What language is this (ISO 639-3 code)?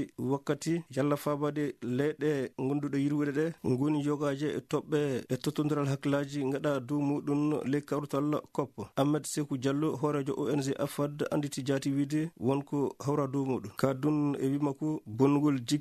ful